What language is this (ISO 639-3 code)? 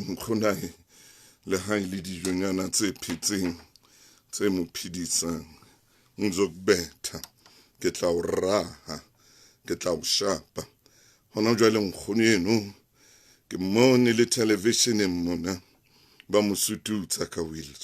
sot